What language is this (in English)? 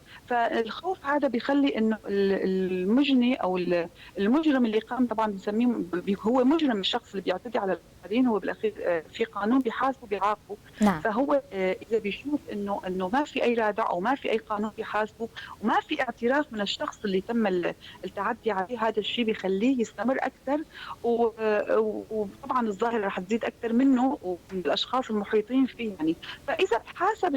North Levantine Arabic